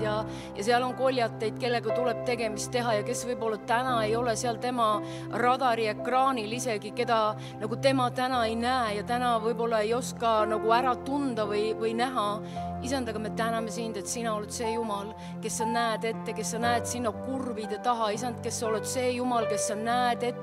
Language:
Estonian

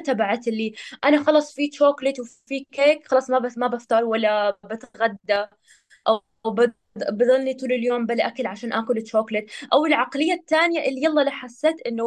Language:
North Levantine Arabic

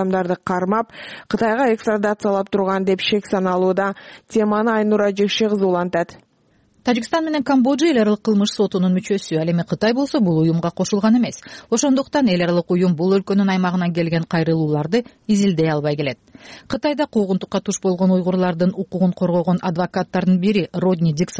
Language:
Kyrgyz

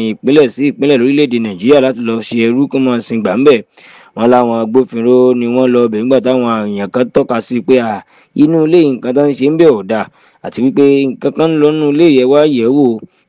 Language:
Yoruba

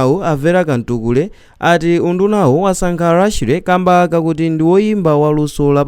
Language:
Nyanja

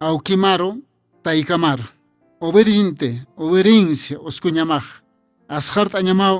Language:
Aymara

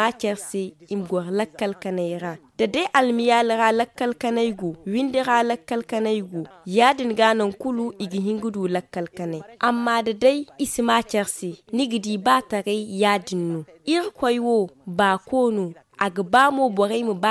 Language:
Zarma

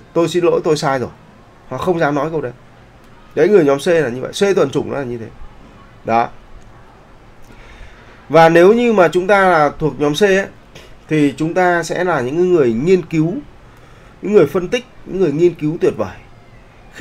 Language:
Vietnamese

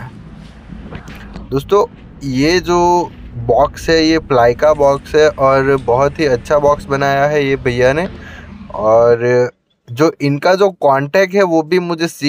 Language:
Hindi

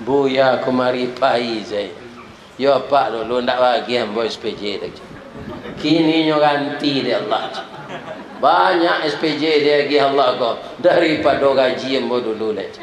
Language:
Minangkabau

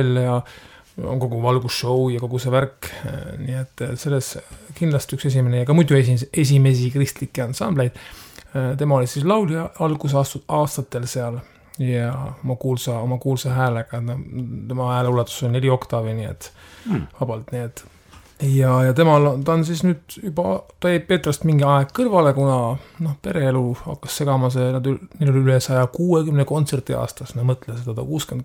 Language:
Estonian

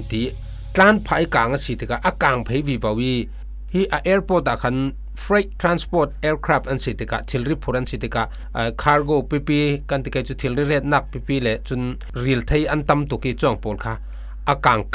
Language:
Falam Chin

